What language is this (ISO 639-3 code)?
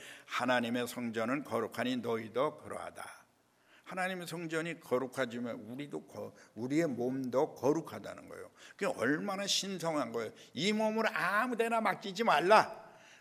kor